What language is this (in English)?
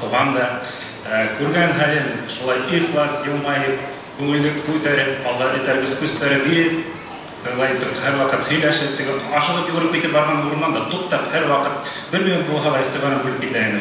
Bashkir